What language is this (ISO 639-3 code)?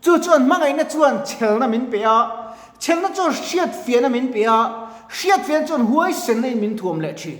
lus